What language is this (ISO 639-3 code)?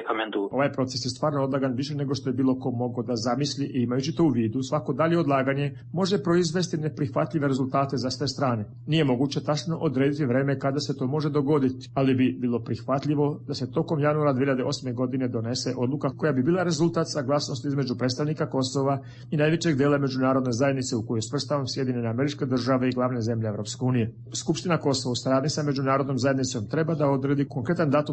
srp